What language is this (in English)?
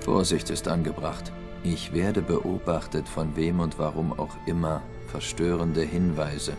Swiss German